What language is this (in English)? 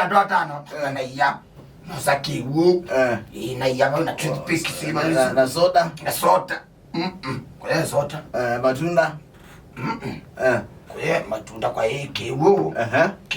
Kamba